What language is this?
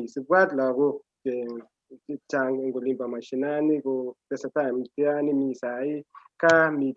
Kalenjin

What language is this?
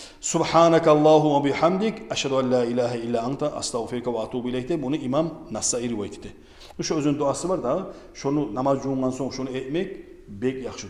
Kumyk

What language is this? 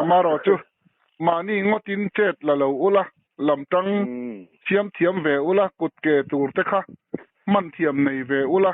Mizo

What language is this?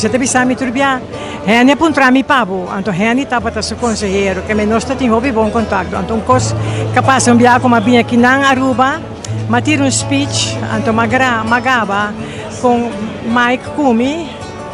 Papiamento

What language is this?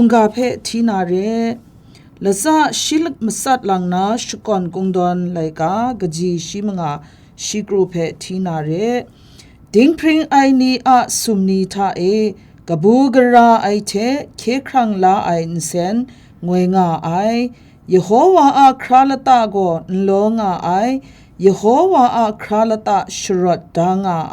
Kachin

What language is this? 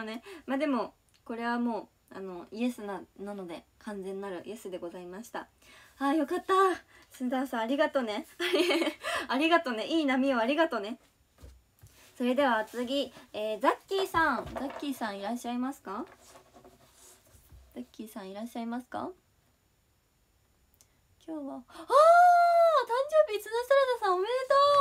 Japanese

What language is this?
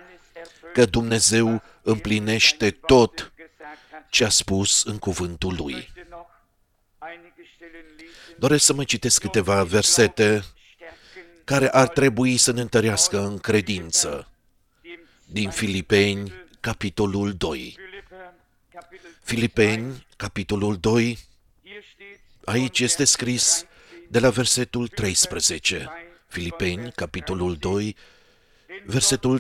Romanian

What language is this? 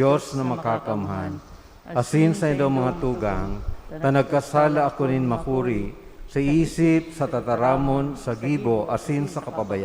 Bikol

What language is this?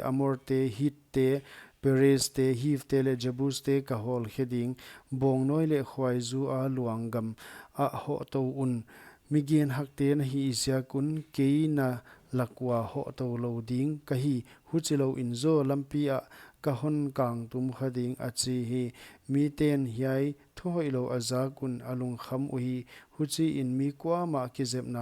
Paite Chin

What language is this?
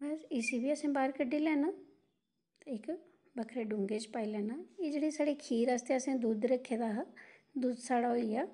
Dogri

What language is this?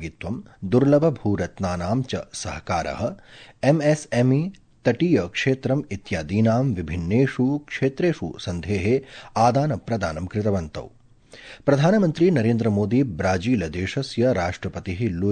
Sanskrit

